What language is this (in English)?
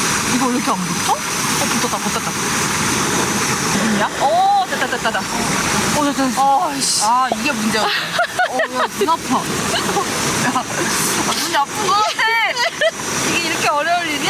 Korean